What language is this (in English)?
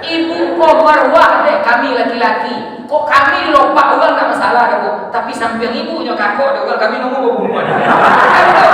Minangkabau